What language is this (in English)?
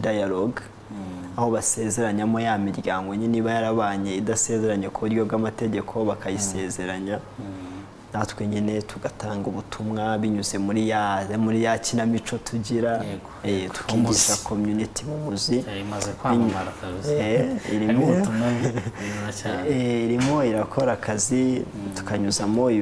Kinyarwanda